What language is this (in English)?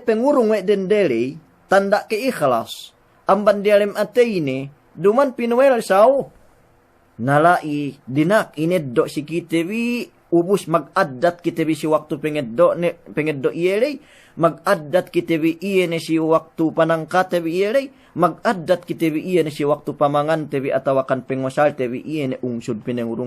Yakan